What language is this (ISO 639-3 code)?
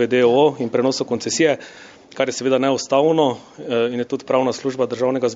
slv